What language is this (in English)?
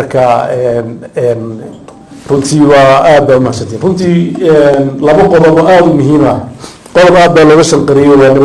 Somali